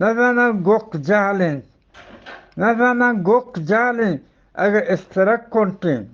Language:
Eastern Balochi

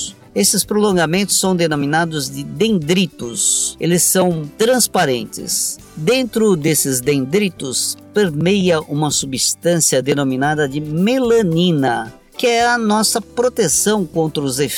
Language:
Portuguese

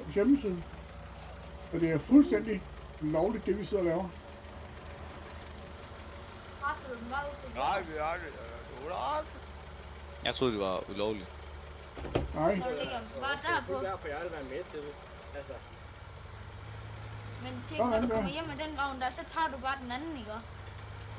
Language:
Danish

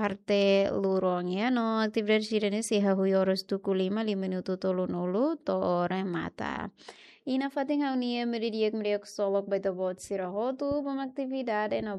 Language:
Tetum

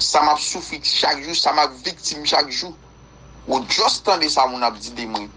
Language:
Haitian Creole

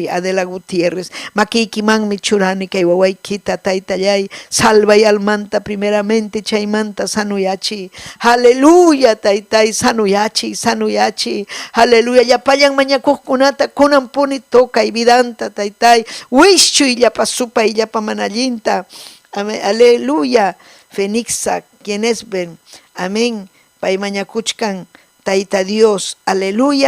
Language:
Ayacucho Quechua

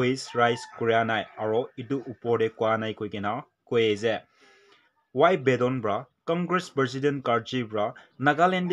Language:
Naga Pidgin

